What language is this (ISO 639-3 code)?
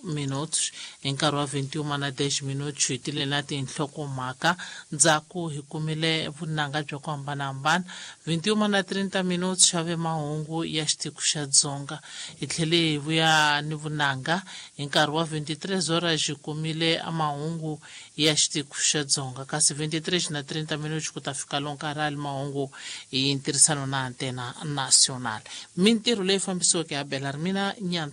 tso